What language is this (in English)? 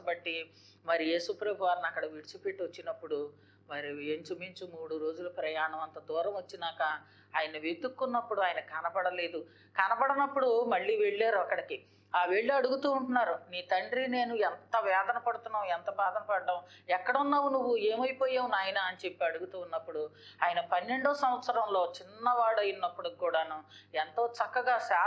Telugu